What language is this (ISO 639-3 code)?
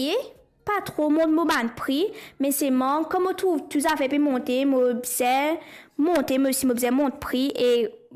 mfe